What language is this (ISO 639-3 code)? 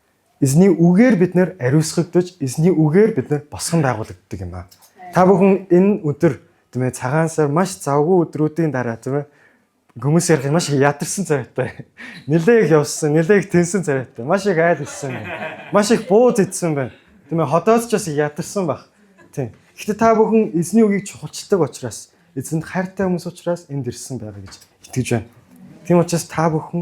mon